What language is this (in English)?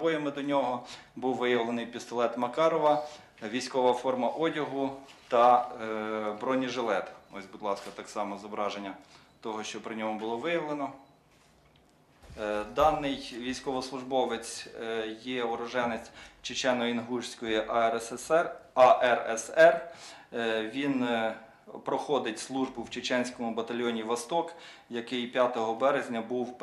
Ukrainian